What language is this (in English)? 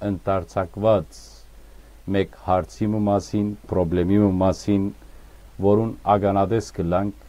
Western Armenian